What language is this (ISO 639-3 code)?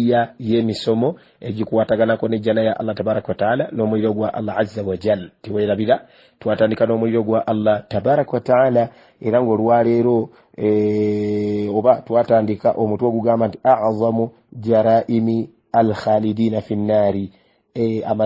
lug